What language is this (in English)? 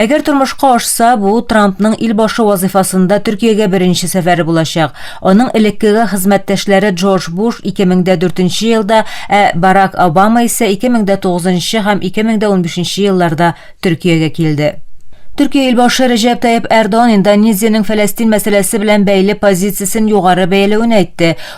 Tatar